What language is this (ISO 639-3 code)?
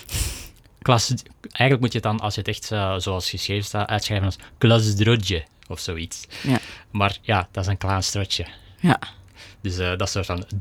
nld